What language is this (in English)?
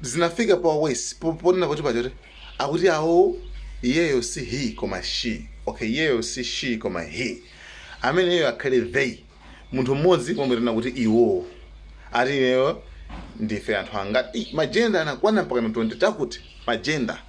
Nyanja